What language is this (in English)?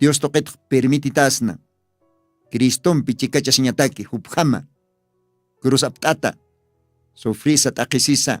Aymara